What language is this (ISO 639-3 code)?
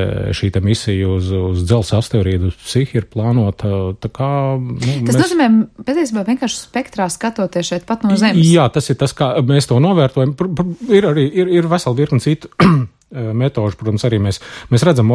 lav